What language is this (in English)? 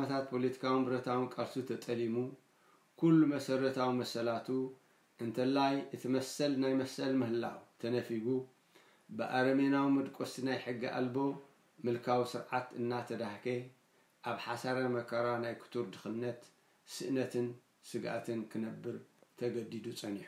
Tigrinya